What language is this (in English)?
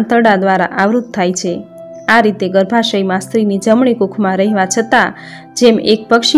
Gujarati